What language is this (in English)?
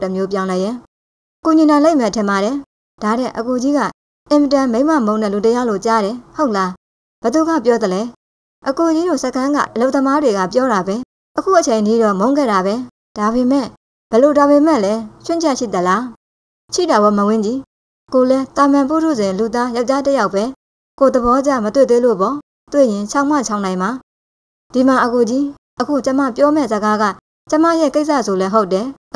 Burmese